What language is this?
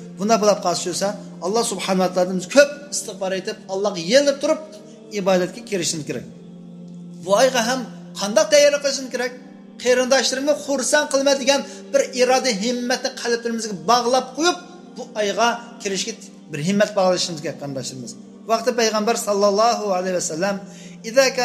Uyghur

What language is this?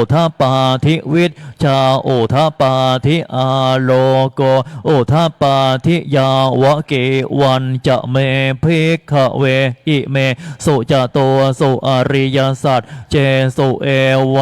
Pali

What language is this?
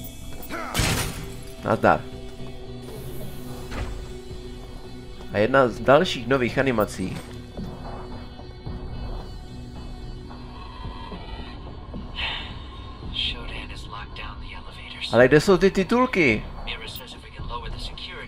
Czech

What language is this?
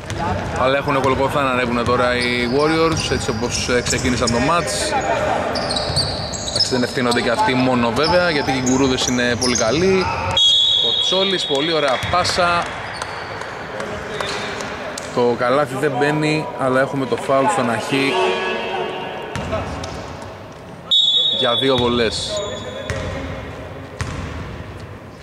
Greek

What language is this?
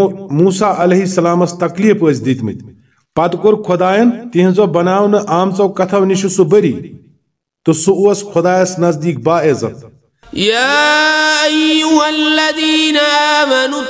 Kashmiri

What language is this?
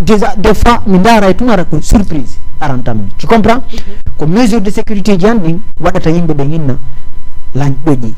Fula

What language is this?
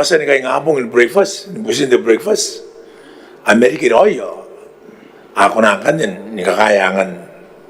Gilbertese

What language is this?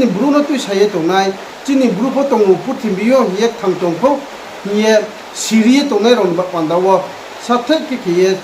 Riang (India)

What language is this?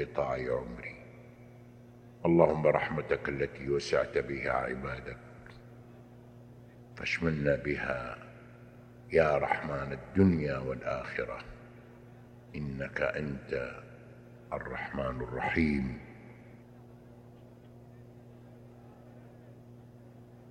Arabic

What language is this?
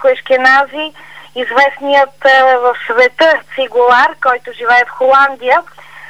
Bulgarian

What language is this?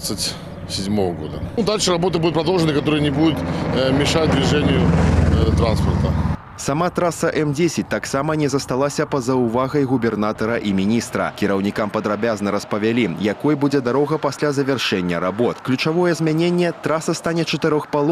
Belarusian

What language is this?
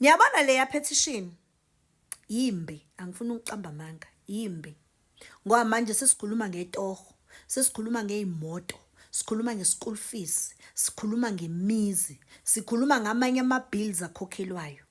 Zulu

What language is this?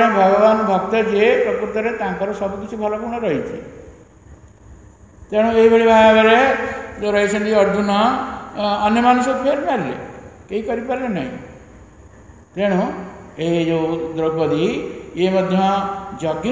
Odia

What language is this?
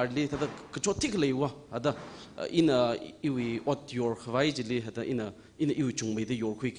Tangkhul Naga (India)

